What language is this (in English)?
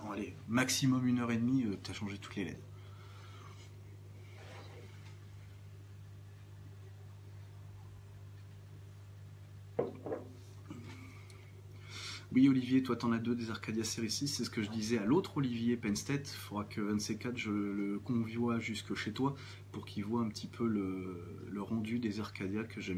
French